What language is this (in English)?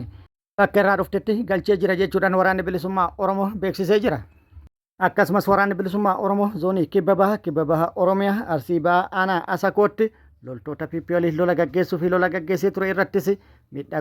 Oromo